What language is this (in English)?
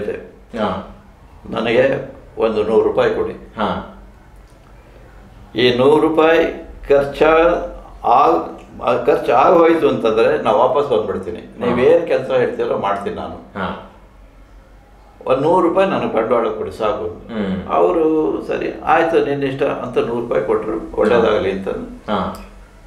Kannada